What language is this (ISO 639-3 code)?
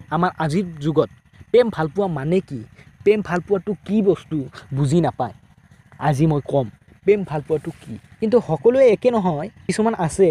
asm